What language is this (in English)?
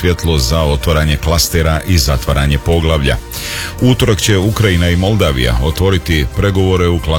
Croatian